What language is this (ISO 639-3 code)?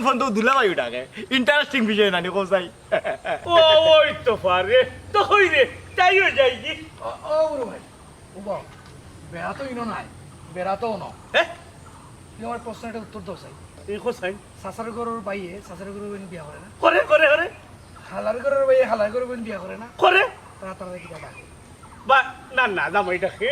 syl